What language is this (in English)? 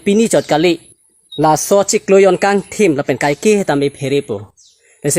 Karbi